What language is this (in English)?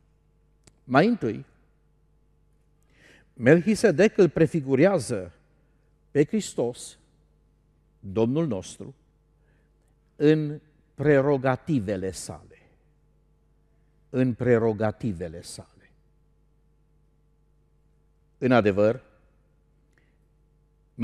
Romanian